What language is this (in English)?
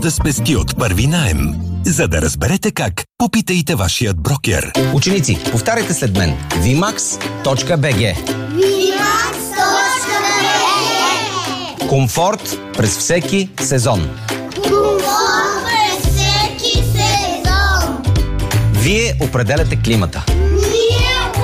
Bulgarian